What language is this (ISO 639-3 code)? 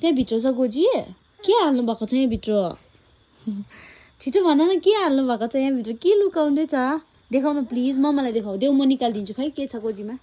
nep